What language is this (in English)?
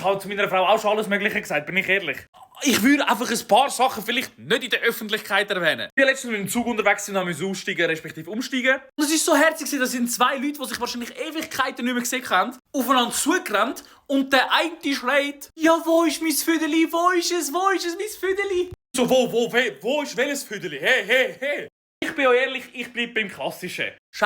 Swiss German